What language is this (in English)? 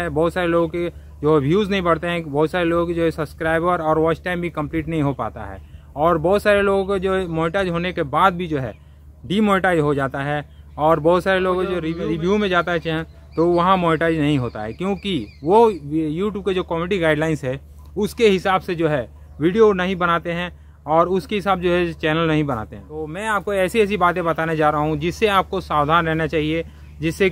Hindi